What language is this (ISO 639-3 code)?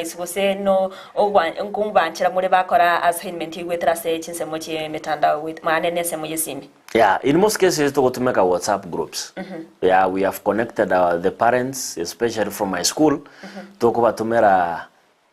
guz